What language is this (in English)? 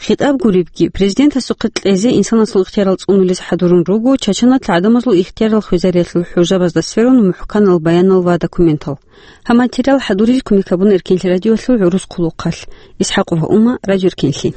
Avaric